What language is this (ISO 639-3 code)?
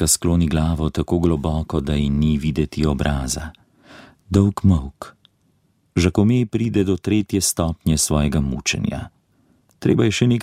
slv